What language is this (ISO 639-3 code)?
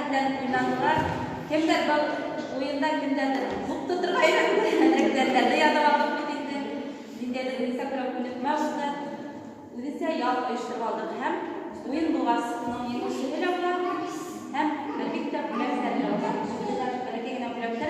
bak